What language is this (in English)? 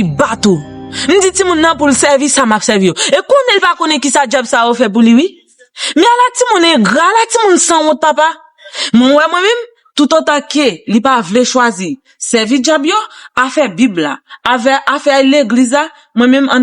Haitian Creole